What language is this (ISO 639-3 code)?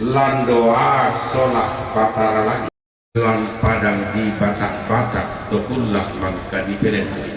sda